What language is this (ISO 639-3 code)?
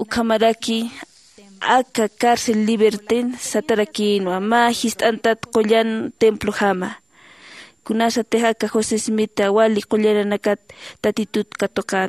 aym